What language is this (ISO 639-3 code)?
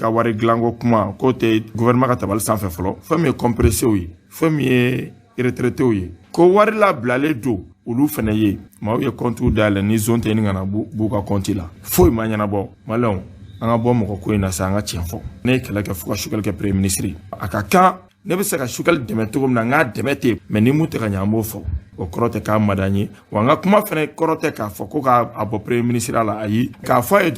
bam